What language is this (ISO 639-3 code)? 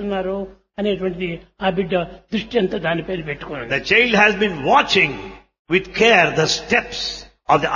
tel